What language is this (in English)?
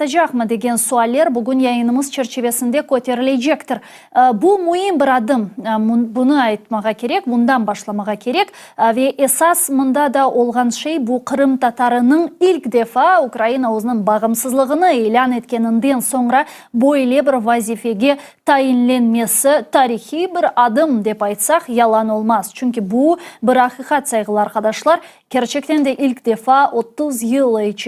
Crimean Tatar